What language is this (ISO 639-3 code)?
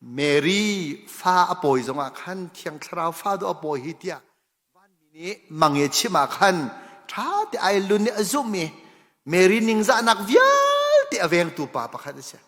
cnh